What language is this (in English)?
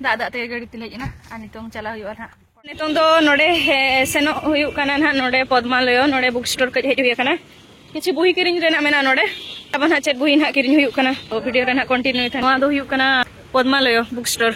Santali